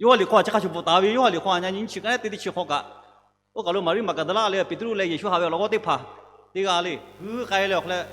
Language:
Lahu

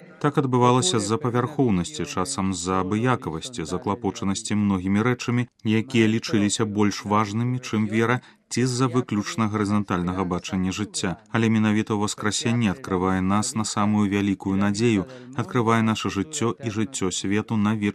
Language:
Belarusian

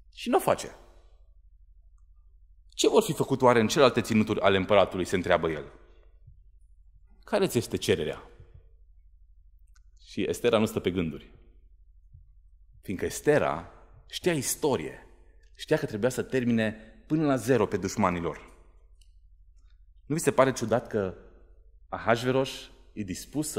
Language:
Romanian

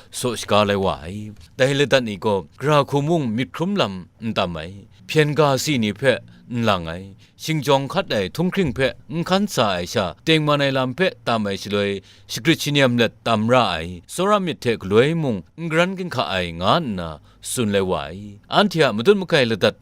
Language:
Kachin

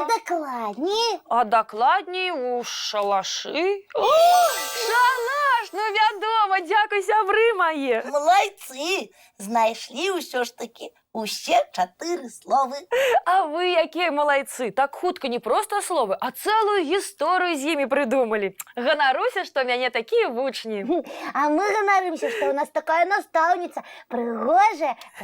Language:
Belarusian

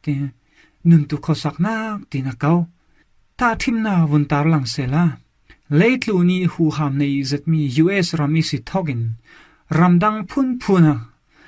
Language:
Falam Chin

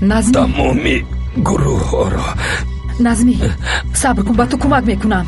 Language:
Tajik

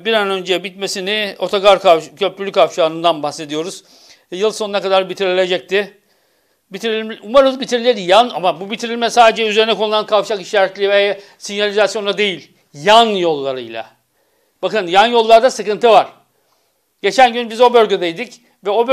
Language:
Turkish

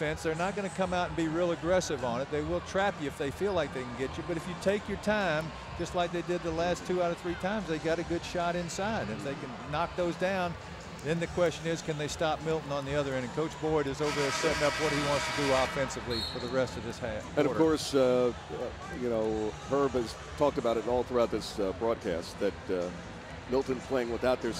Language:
English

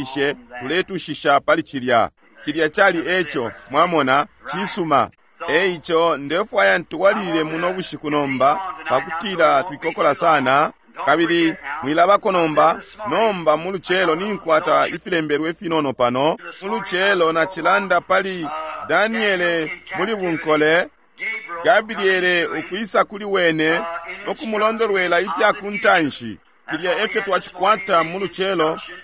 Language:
Bemba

